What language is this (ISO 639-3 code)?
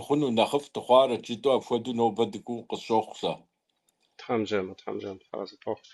kbd